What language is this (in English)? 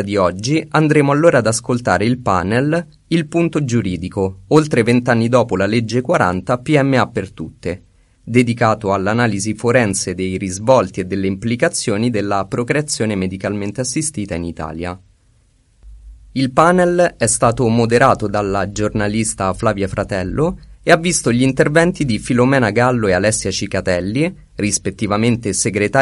Italian